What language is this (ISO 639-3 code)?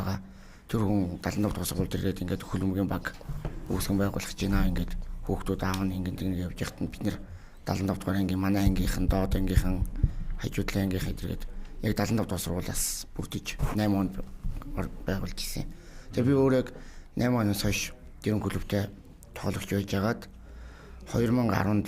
mon